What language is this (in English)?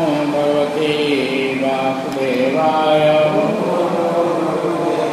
Odia